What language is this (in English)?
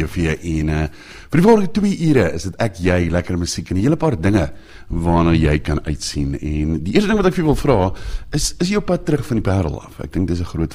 Afrikaans